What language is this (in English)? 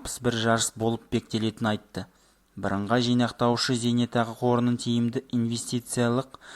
Kazakh